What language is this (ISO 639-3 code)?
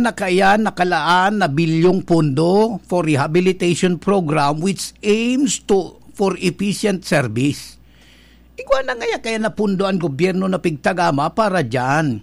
bik